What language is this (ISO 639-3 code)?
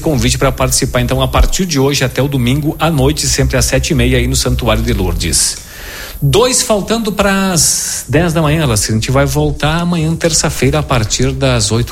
por